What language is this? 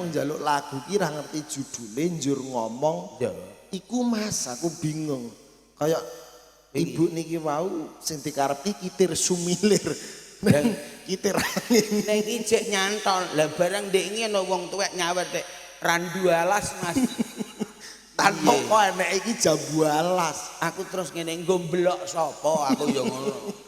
Javanese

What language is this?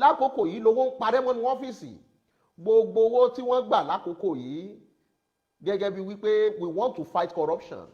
Yoruba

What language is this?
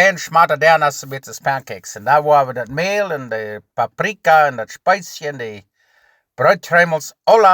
Plautdietsch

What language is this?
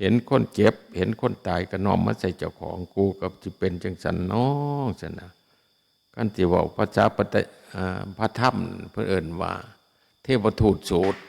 Northeastern Thai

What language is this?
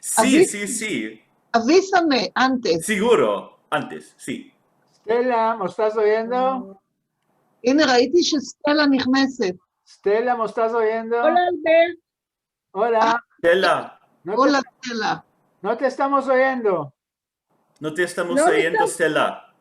Ladino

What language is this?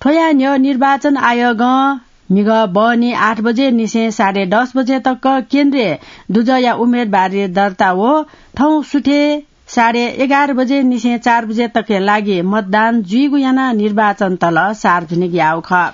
Newari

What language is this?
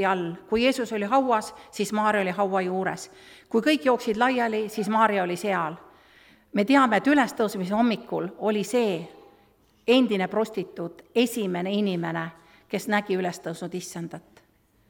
Estonian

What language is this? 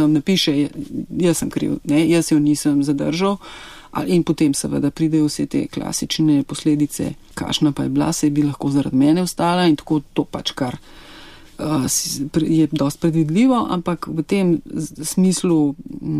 Slovenian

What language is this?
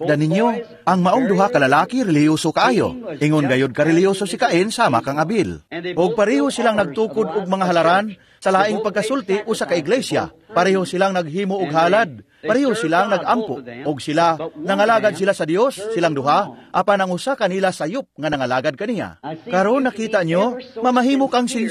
Cebuano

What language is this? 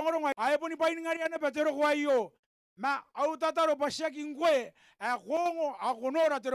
Gilbertese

